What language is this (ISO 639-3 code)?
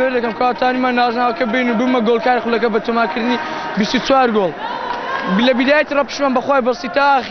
ckb